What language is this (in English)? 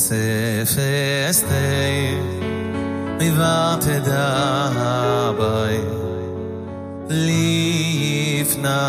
Hebrew